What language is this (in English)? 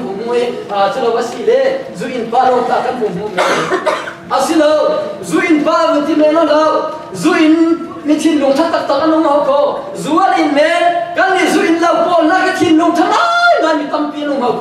Falam Chin